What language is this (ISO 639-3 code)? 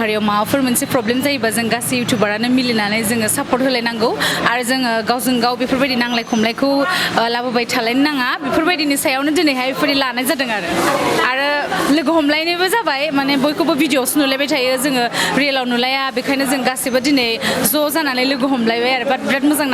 brx